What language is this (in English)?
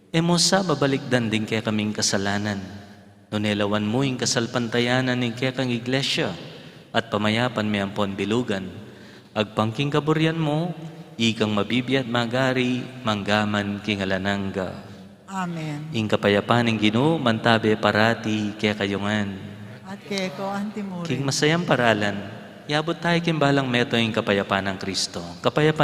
Pampanga